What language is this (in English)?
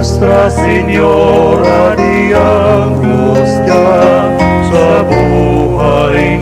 Bikol